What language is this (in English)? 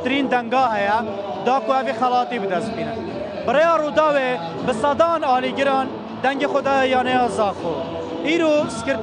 Kurdish